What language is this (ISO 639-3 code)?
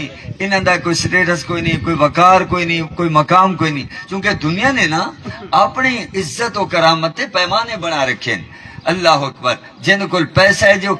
skr